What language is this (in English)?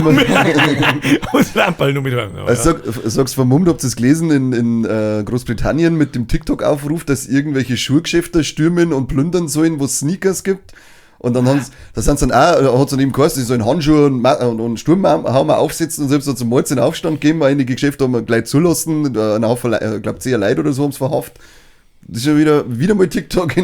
Bavarian